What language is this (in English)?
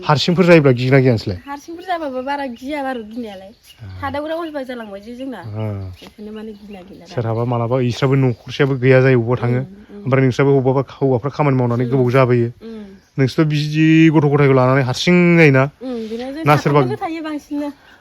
Bodo